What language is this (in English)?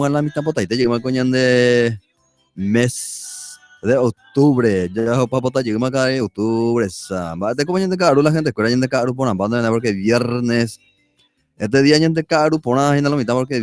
Guarani